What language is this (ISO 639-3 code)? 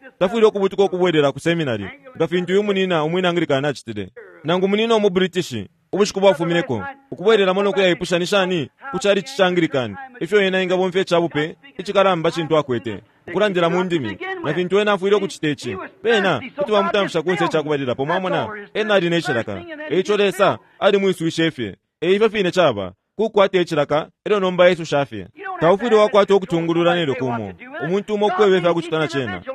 bem